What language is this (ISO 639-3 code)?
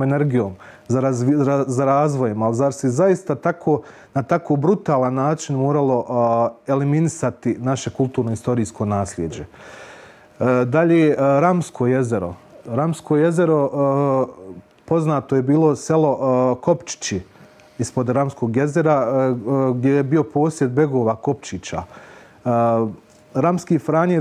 bos